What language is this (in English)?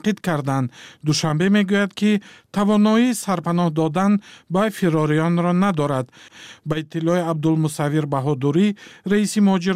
Tajik